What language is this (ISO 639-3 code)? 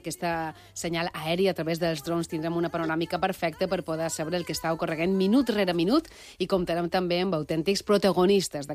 cat